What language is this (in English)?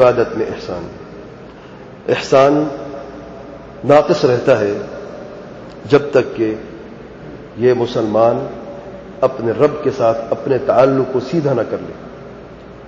Urdu